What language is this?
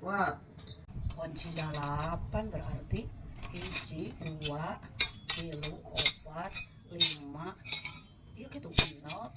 Sundanese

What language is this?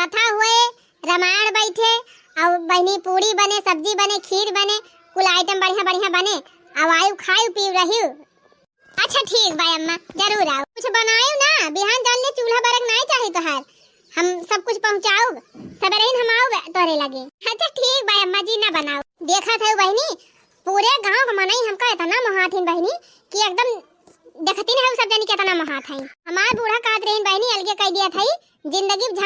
Awadhi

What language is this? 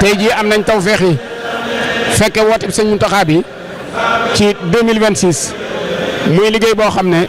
Wolof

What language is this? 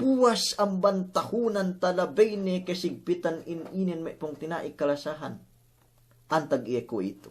Yakan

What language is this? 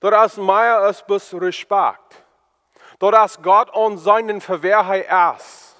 Plautdietsch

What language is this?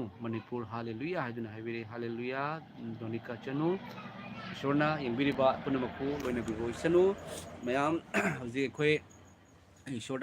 Manipuri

